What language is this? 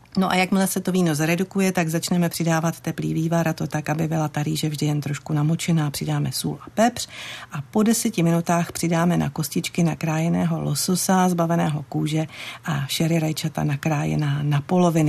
Czech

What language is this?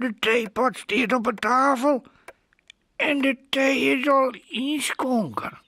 Western Frisian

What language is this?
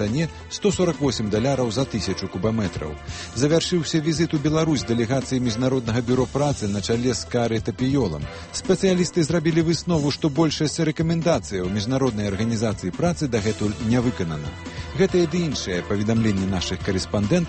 Belarusian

